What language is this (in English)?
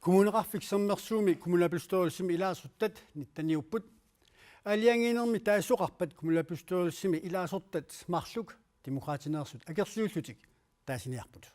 Kalaallisut